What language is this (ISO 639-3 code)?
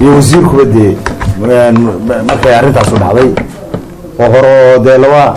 som